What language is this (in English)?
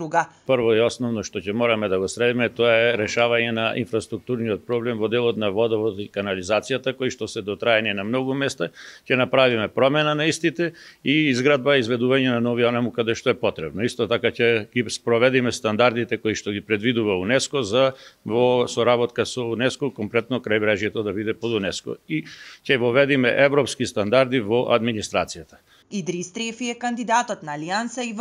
Macedonian